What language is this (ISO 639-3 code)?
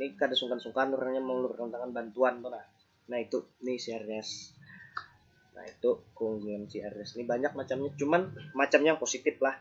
bjn